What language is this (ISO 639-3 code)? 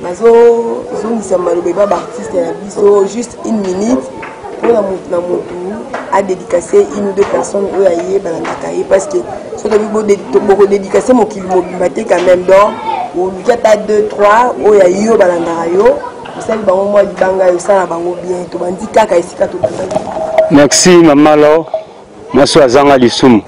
lin